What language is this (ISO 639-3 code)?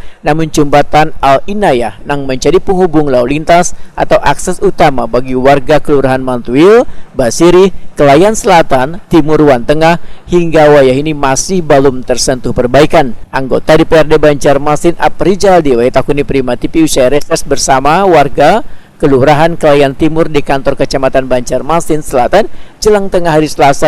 bjn